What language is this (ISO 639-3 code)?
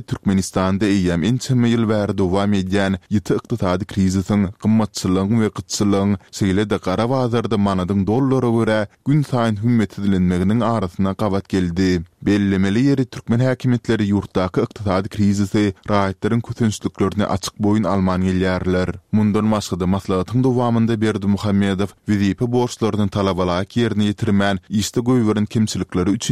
tuk